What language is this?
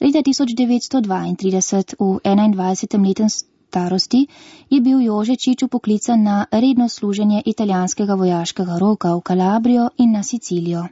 Slovenian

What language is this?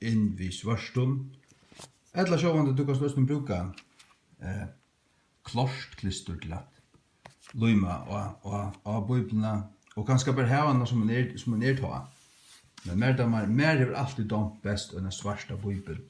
Faroese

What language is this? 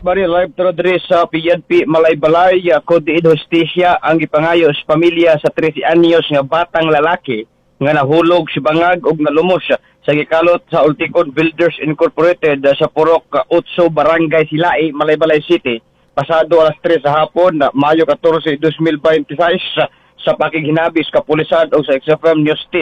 Cebuano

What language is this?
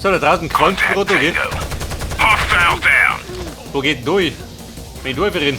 Bavarian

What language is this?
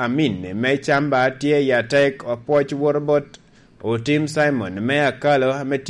Lango (Uganda)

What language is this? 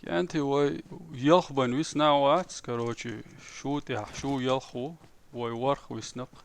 Chechen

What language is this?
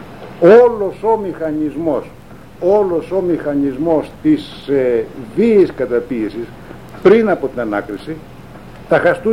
Greek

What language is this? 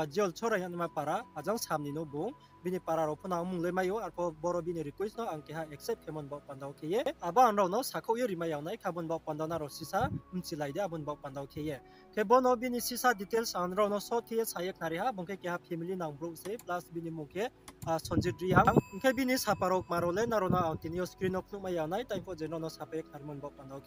Riang (India)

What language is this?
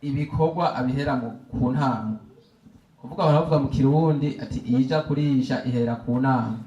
Rundi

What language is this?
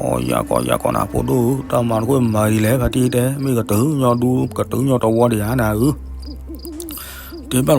S'gaw Karen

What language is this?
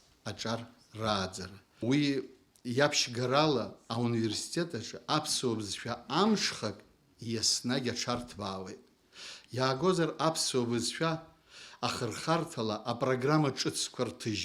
Abkhazian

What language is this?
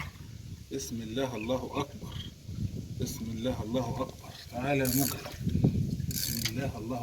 Egyptian Arabic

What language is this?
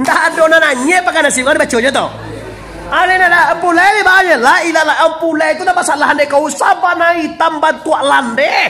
Minangkabau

